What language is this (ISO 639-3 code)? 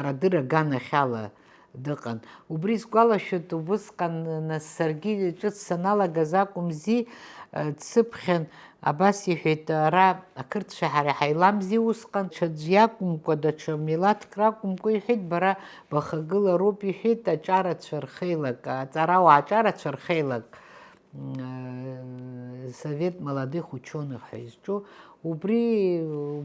abk